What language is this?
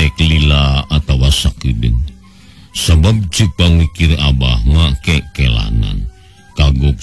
Sundanese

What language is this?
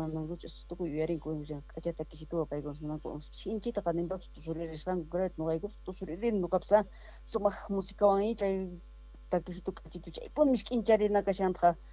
Quechua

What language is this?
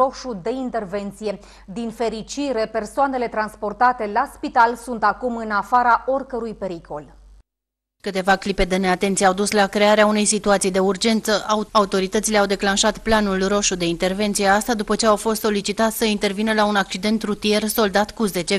Romanian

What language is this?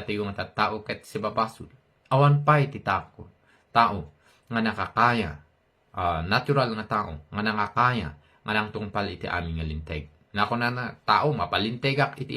Iloko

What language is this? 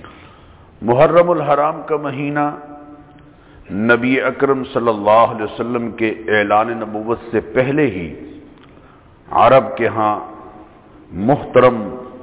Urdu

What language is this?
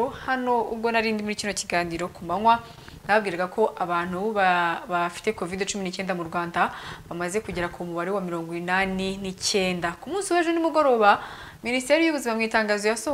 Kinyarwanda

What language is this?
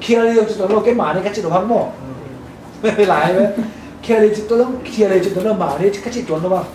Tedim Chin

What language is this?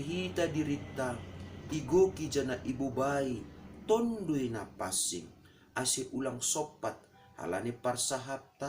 Batak Simalungun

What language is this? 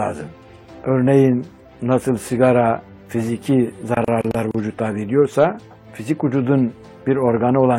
Turkish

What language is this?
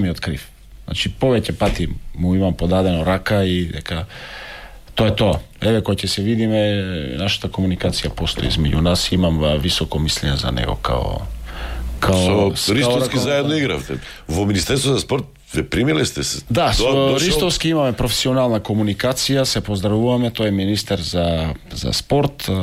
Macedonian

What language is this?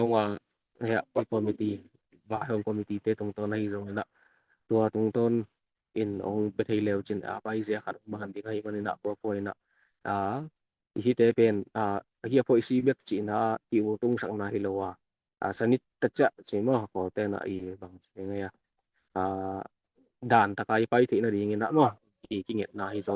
Tedim Chin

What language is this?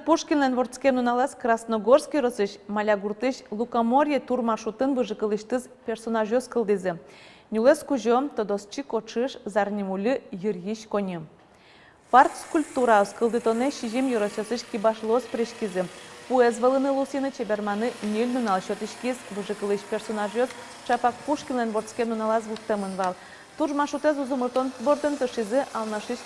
Udmurt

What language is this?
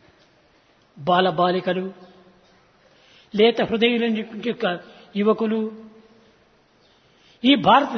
Telugu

